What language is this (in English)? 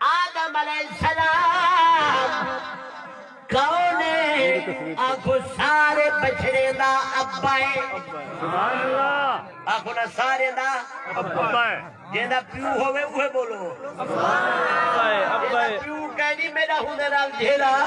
Saraiki